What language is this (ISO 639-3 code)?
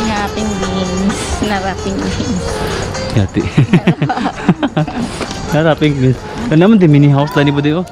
ceb